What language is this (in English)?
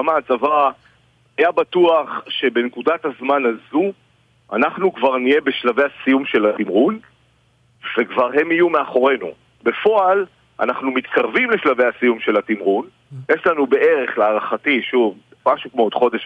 Hebrew